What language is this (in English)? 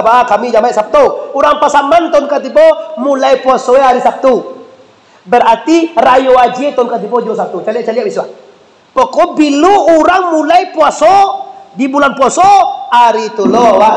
Minangkabau